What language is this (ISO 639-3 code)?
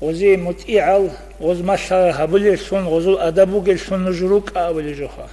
ava